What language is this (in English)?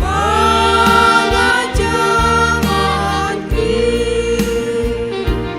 Batak Simalungun